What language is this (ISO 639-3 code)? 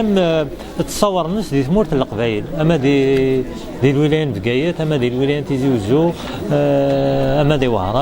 kab